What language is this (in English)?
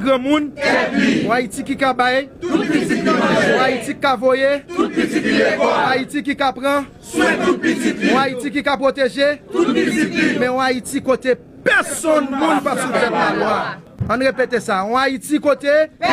Haitian Creole